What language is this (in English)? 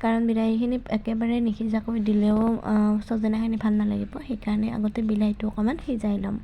Assamese